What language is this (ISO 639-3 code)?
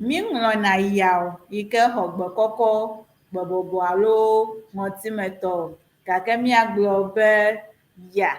ewe